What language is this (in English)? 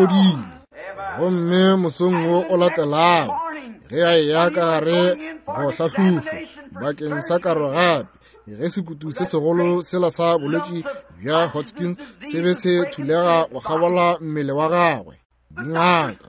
Northern Sotho